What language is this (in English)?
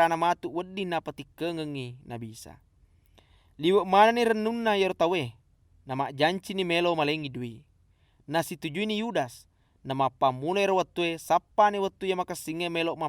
Buginese